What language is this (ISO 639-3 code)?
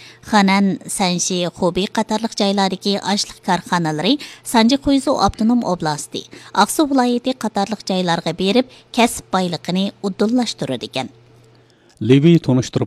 uig